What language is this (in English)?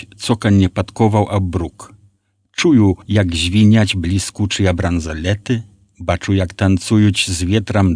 Belarusian